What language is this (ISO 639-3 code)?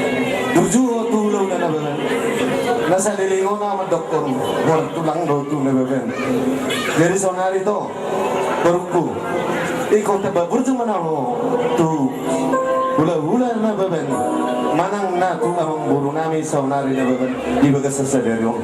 bbc